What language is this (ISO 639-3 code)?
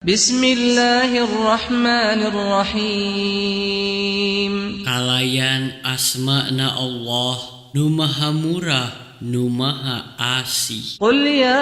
sun